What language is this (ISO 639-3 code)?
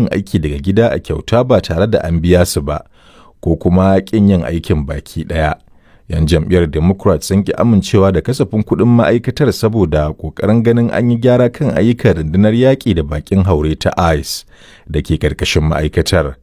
hau